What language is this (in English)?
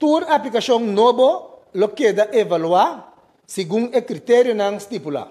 Papiamento